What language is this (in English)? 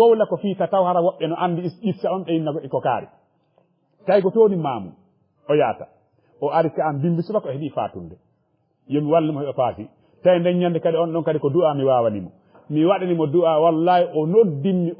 Fula